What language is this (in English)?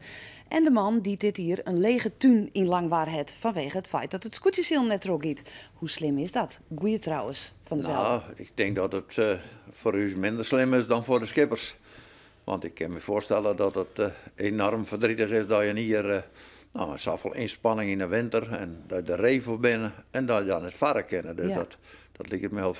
Western Frisian